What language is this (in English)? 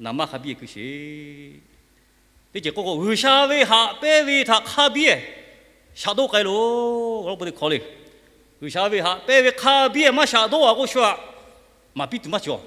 Lahu